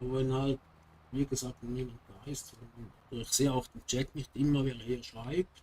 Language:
Swiss German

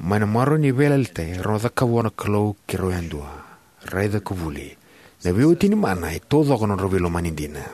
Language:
Fijian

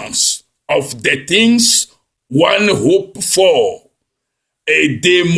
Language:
Ewe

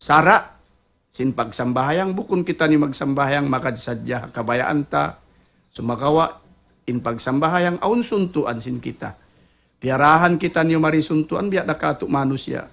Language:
Tausug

